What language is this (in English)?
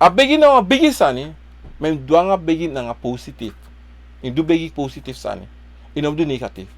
Sranan Tongo